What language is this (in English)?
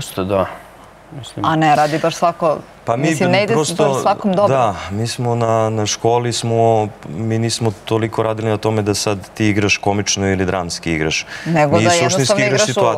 Serbian